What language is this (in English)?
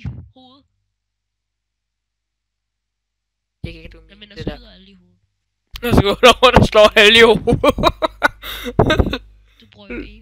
Danish